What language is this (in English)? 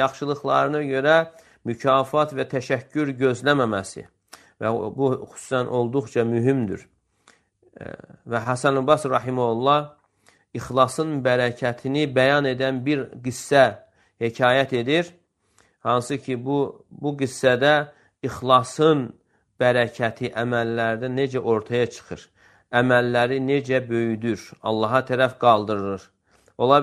Azerbaijani